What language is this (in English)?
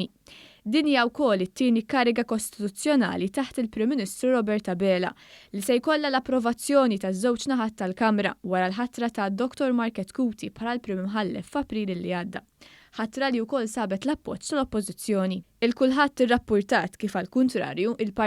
Maltese